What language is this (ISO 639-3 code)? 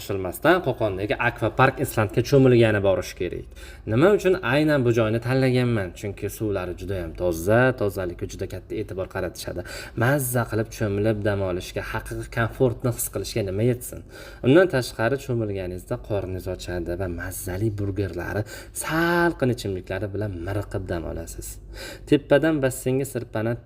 uzb